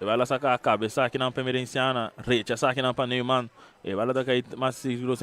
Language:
Papiamento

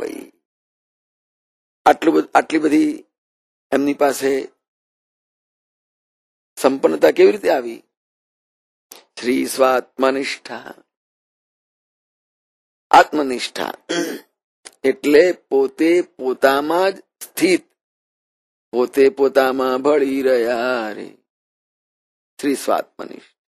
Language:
Gujarati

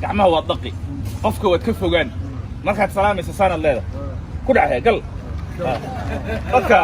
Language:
Somali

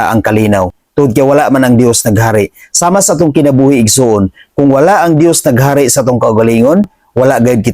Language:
Cebuano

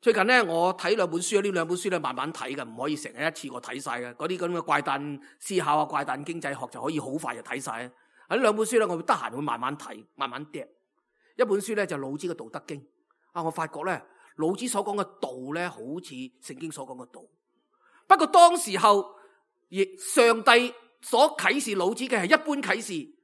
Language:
Cantonese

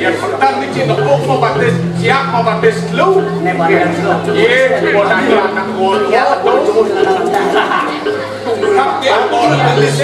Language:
Balinese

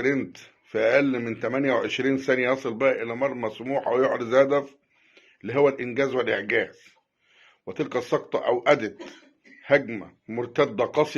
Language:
Egyptian Arabic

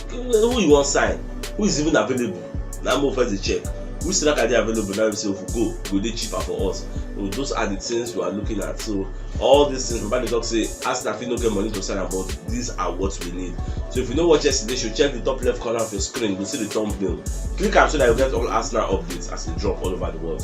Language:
Nigerian Pidgin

